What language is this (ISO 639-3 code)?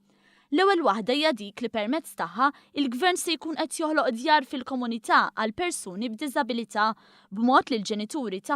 mlt